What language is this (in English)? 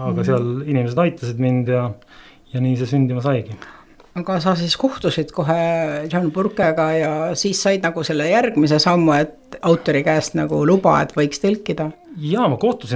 Estonian